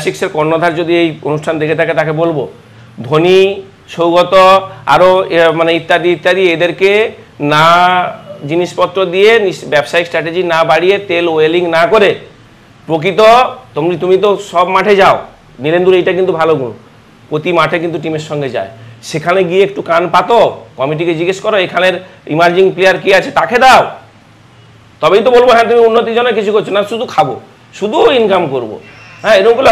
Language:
Bangla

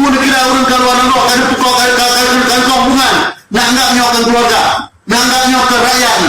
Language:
Achinese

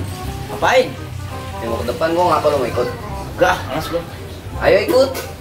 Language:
Betawi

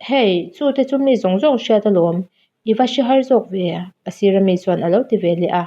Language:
Mizo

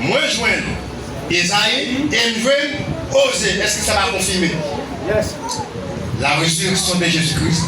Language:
Haitian Creole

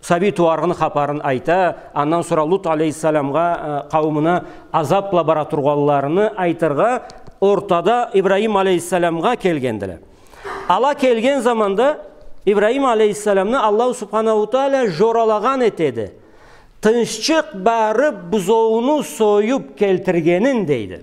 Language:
Karachay-Balkar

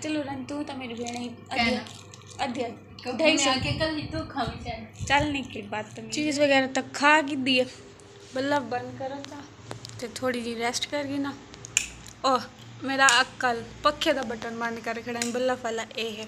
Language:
Saraiki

